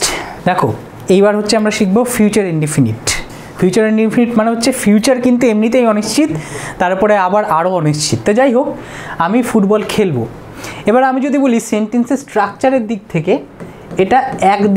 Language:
Bangla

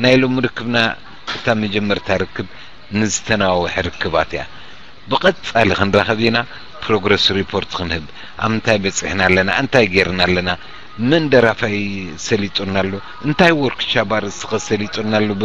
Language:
Tigrinya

